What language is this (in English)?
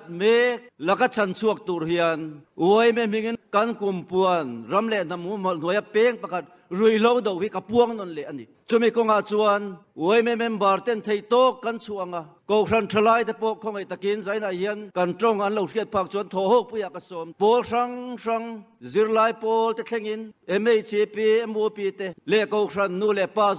Mizo